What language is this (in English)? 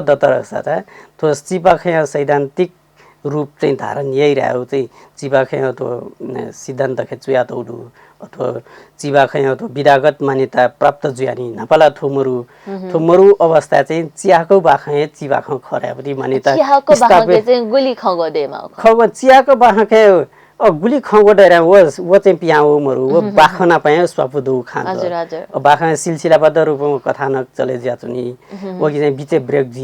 Newari